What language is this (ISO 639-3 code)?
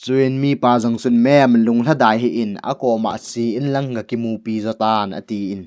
tcz